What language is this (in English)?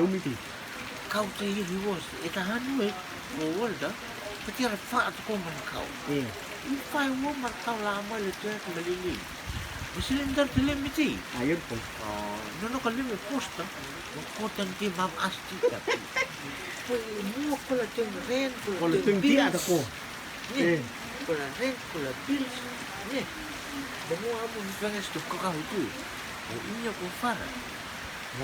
Rotuman